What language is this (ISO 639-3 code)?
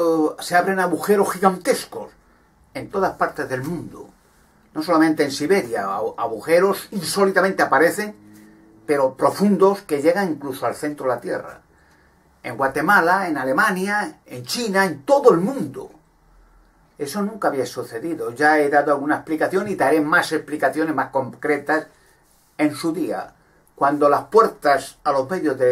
spa